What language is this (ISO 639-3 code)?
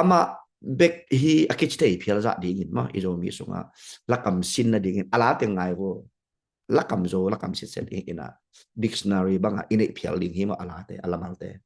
ctd